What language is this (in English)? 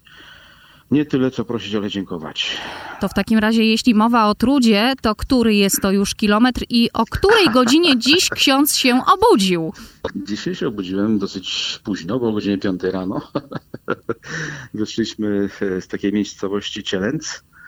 Polish